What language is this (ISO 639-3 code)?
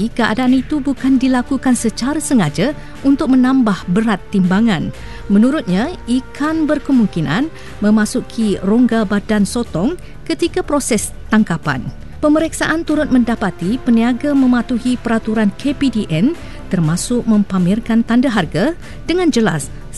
msa